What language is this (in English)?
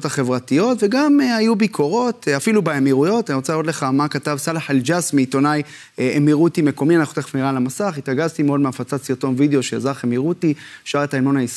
Hebrew